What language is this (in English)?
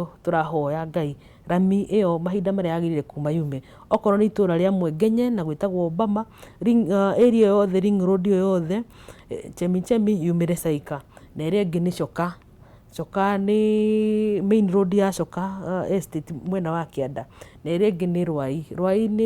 Kikuyu